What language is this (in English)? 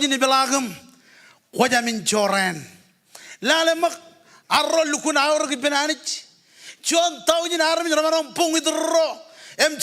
Marshallese